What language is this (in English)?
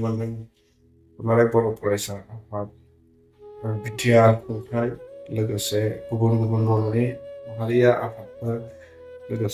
Bodo